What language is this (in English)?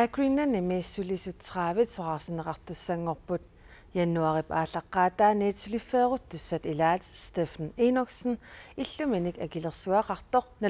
Kalaallisut